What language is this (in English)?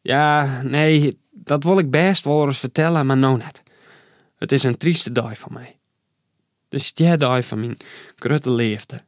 Western Frisian